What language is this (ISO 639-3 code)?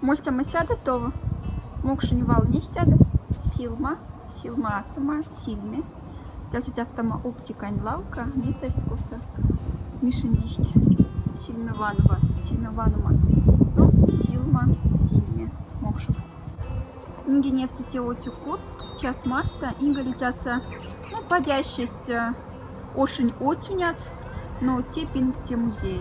mdf